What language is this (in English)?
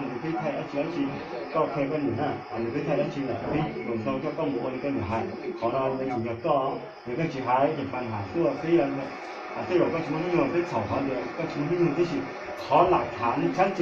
Hmong